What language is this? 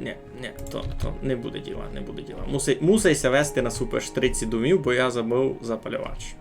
Rusyn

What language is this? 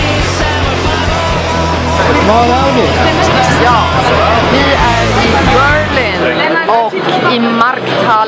Swedish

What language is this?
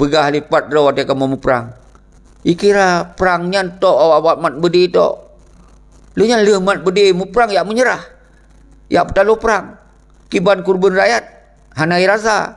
Achinese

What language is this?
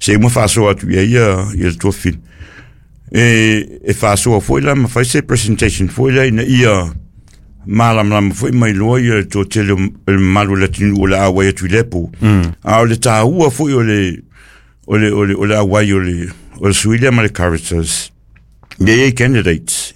Samoan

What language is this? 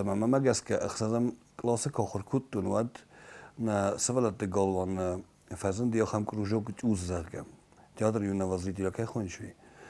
Ossetic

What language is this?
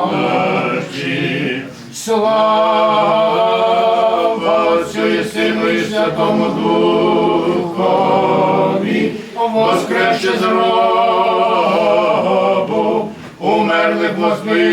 Rusyn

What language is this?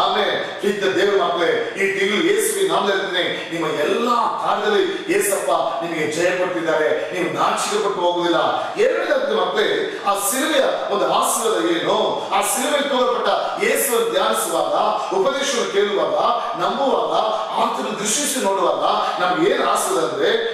Kannada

